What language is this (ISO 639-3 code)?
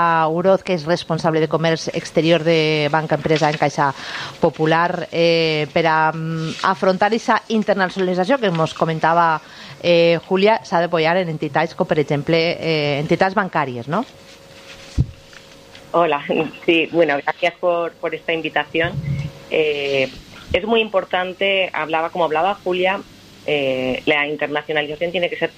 cat